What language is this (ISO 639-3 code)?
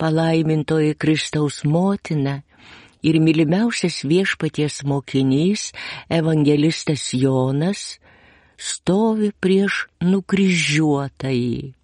lit